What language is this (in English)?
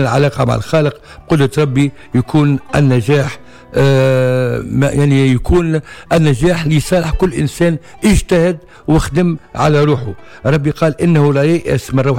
Tunisian Arabic